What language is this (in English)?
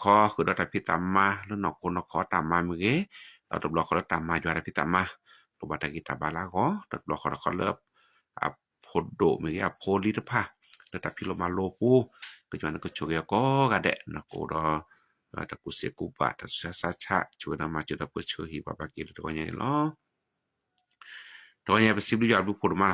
S'gaw Karen